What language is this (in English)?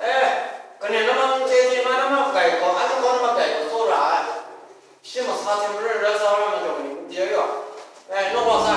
Kachin